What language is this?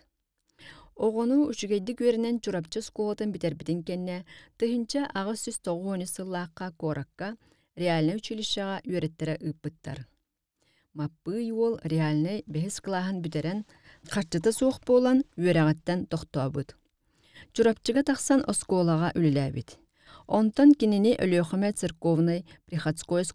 Yakut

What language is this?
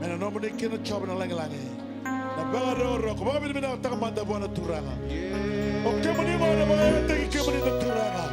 Fijian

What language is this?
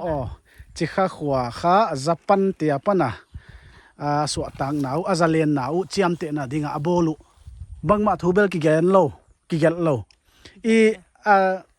Paite Chin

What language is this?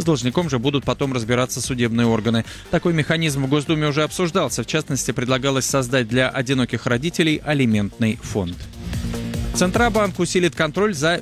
Russian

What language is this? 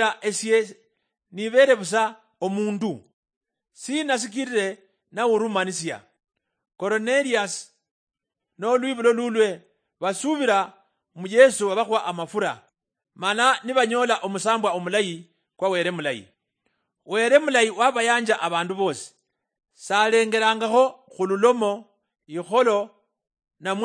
Luyia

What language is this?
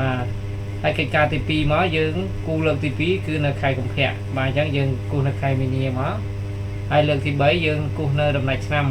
Khmer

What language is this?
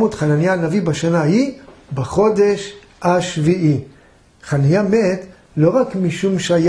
Hebrew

